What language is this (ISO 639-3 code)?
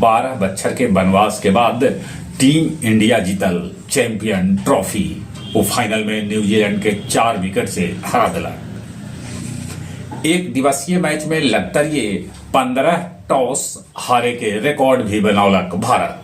mag